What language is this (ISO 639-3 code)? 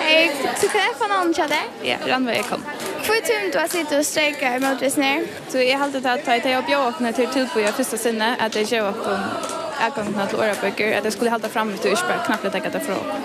fao